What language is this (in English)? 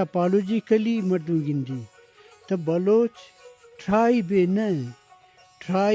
Eastern Balochi